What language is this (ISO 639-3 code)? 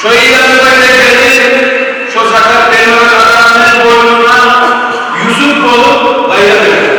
kum